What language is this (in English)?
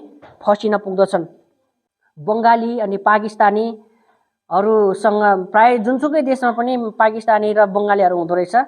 Nepali